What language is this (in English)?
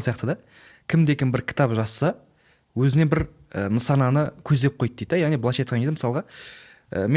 Kazakh